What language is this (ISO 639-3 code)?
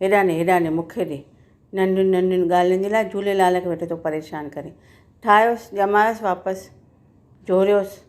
snd